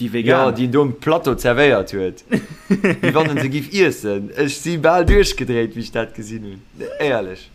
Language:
Luxembourgish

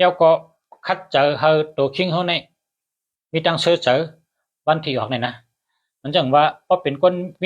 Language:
Shan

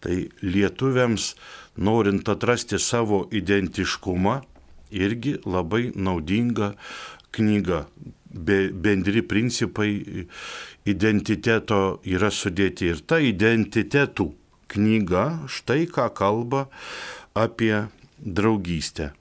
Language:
Lithuanian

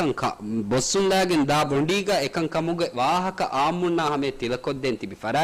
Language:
Divehi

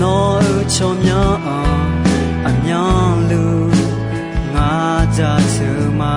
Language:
Akha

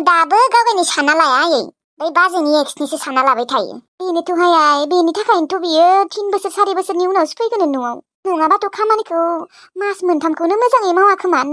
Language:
Bodo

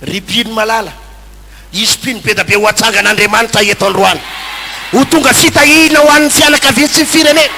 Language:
Malagasy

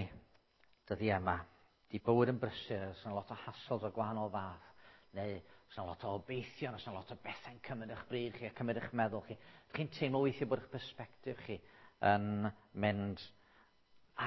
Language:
Welsh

